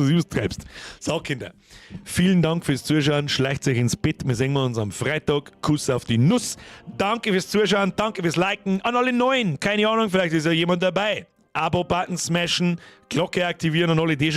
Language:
Bavarian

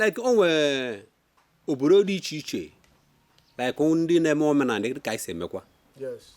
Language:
Igbo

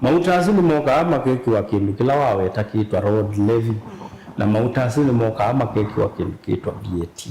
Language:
Kamba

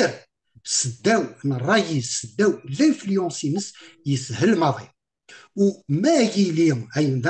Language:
Kabyle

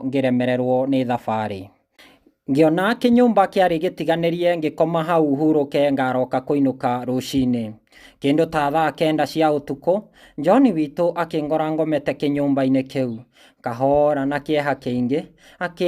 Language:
Kikuyu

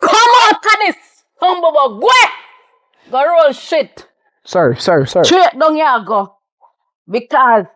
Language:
Jamaican Creole English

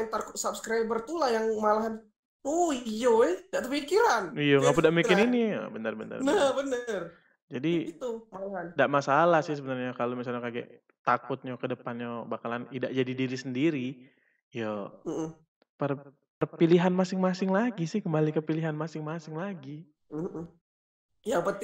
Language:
Musi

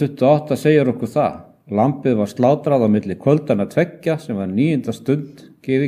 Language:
Icelandic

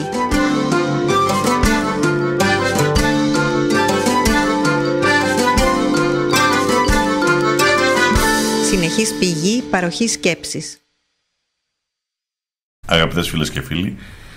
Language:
Greek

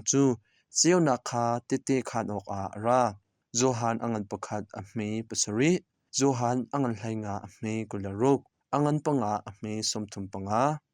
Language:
Hakha Chin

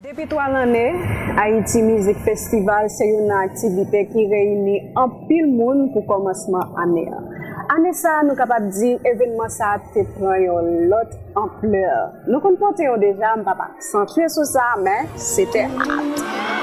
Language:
Haitian Creole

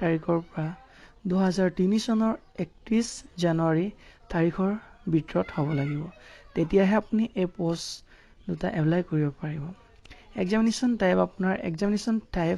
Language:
Assamese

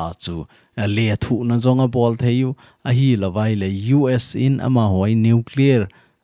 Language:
Thado Chin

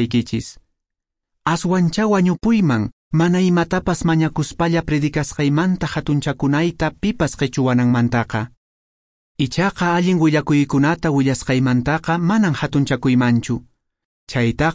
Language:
Quechua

